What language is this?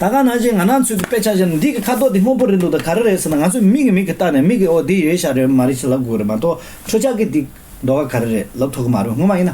Tibetan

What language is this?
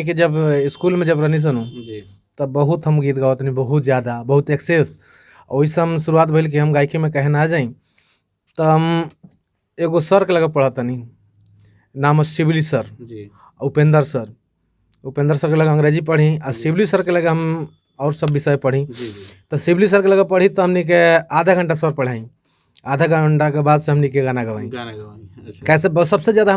Bhojpuri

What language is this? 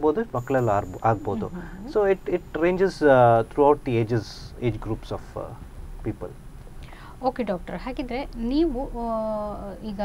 Kannada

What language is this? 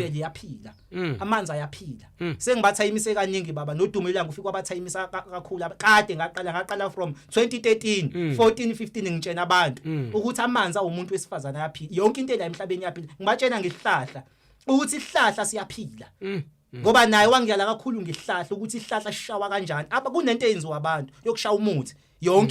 Zulu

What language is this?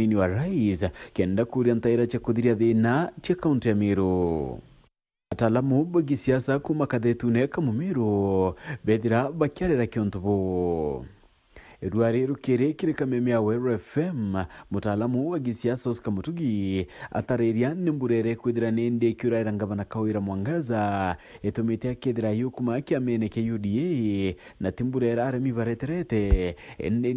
Meru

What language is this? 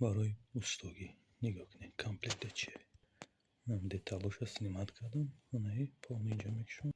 Tajik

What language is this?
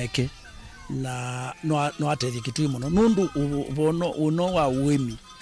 Kamba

